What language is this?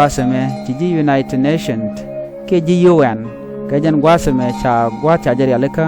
Nuer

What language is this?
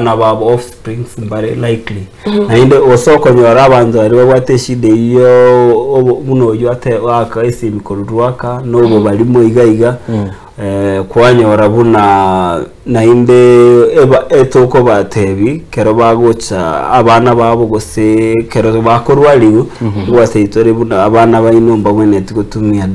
Gusii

